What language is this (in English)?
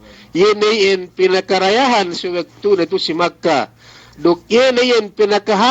Yakan